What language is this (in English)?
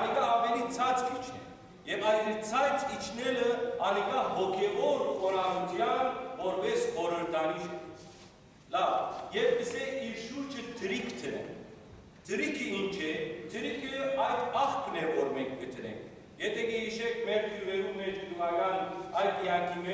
Western Armenian